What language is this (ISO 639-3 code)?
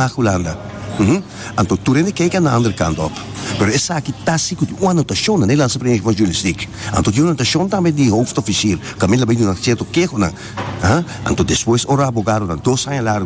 pap